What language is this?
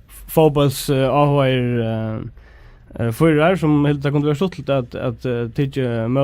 Faroese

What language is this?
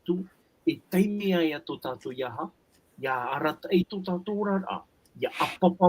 Tahitian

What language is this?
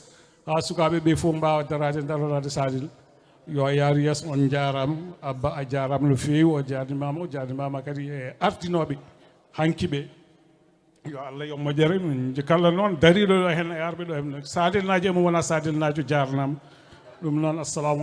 Fula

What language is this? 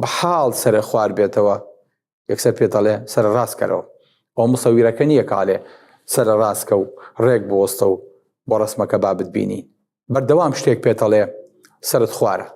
Central Kurdish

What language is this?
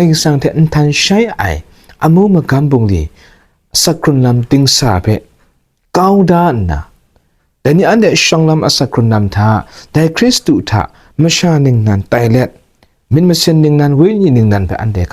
Kachin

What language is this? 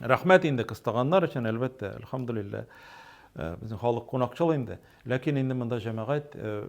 Tatar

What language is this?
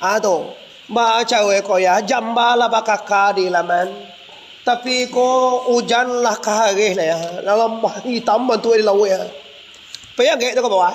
Minangkabau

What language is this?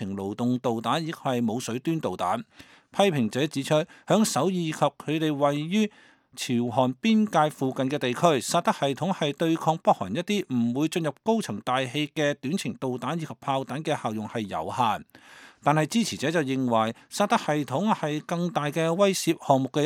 Cantonese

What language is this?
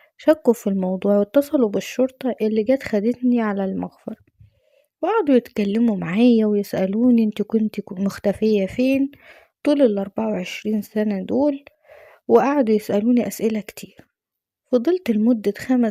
Egyptian Arabic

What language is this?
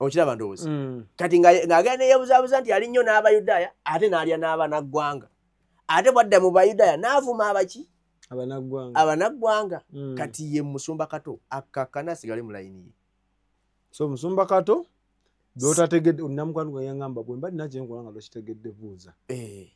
Ganda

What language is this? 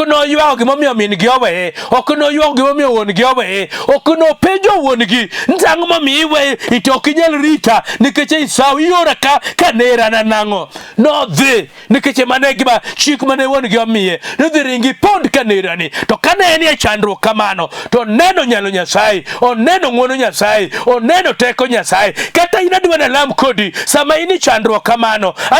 Luo (Kenya and Tanzania)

